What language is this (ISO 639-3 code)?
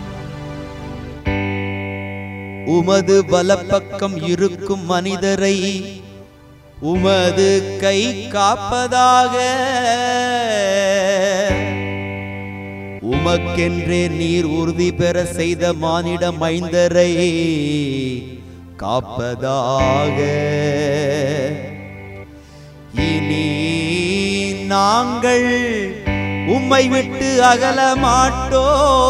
tam